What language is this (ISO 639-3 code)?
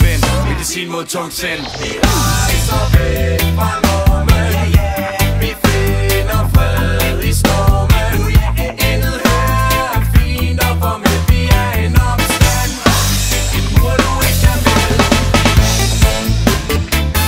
dan